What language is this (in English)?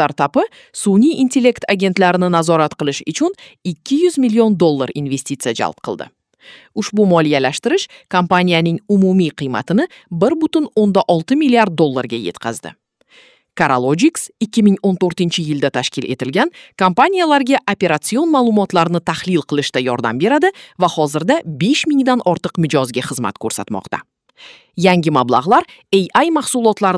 Uzbek